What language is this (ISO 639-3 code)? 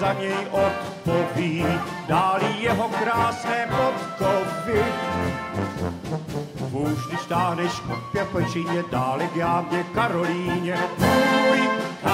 ces